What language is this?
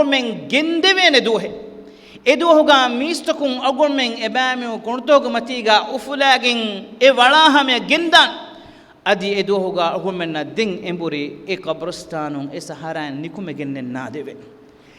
Divehi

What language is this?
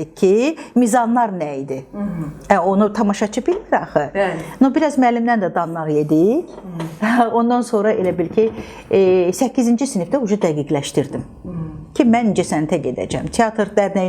Azerbaijani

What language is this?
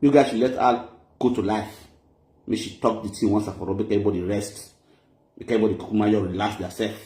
Nigerian Pidgin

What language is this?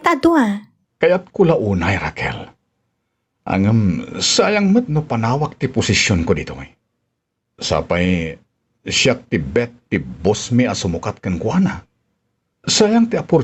Iloko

